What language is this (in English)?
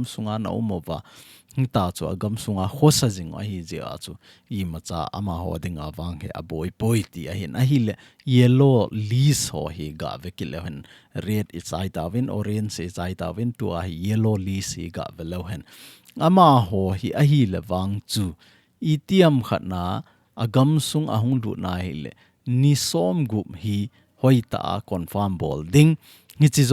Thado Chin